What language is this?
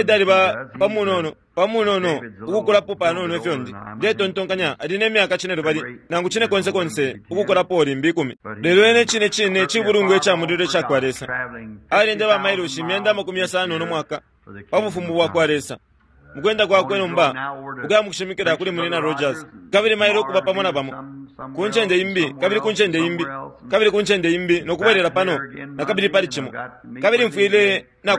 Bemba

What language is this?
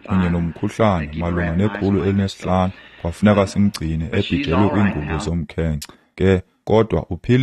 Xhosa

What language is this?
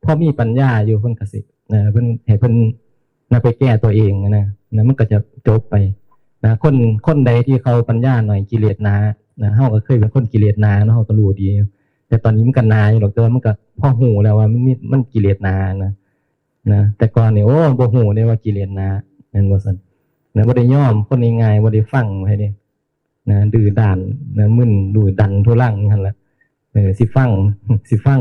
Northeastern Thai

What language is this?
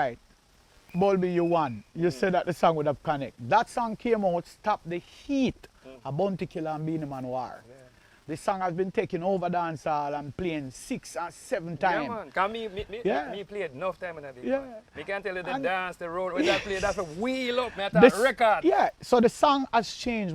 Jamaican Creole English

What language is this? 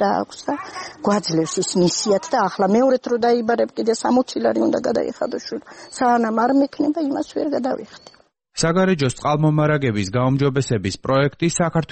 Georgian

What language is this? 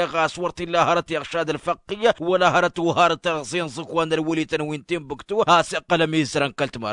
Tamasheq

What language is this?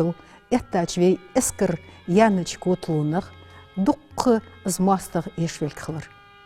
Ingush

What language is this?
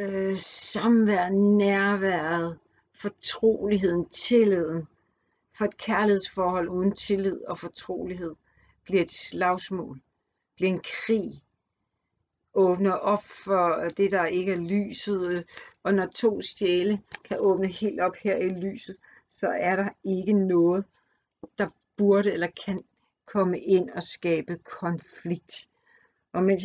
Danish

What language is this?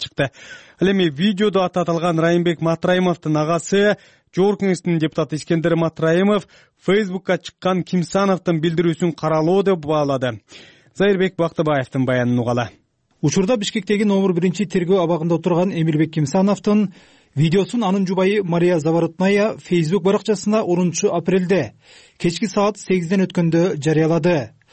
Kyrgyz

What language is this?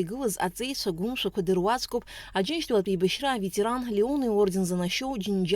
Abkhazian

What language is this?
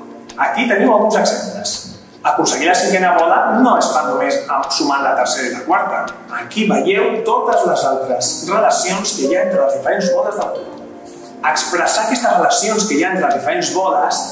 Catalan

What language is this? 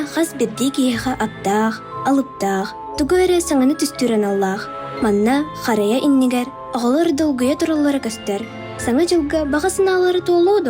Yakut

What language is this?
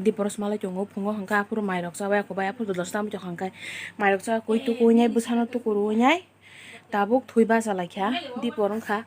Kok Borok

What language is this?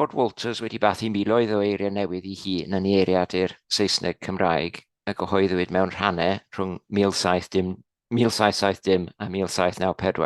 Welsh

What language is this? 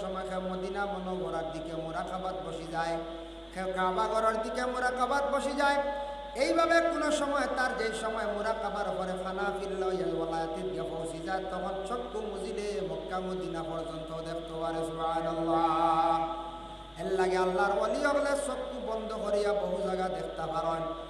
Sylheti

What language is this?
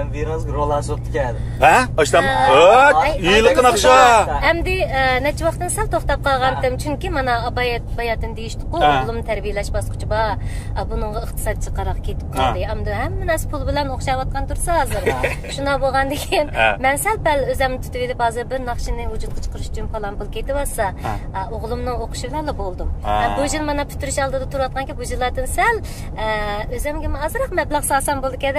Uyghur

